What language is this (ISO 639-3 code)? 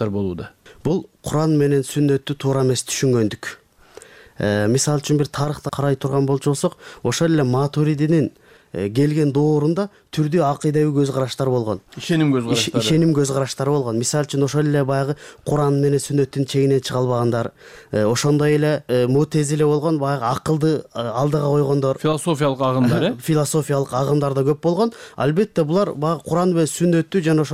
kir